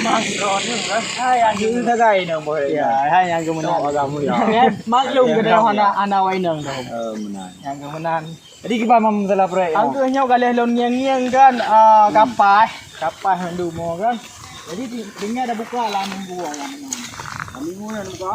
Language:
Achinese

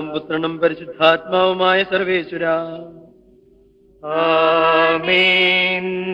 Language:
Malayalam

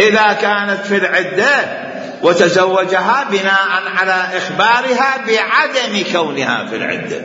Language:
Mesopotamian Arabic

